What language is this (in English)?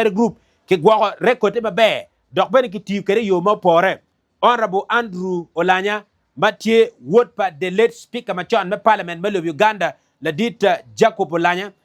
Acoli